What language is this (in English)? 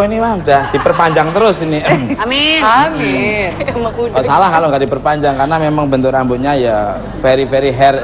Indonesian